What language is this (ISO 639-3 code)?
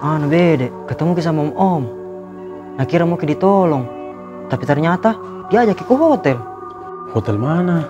mfp